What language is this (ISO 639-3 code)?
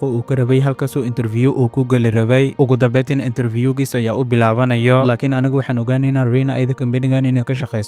som